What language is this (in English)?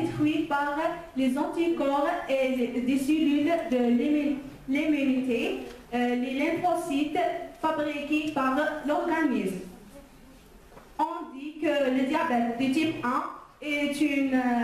French